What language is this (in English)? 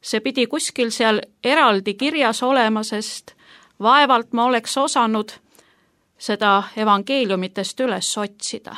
Estonian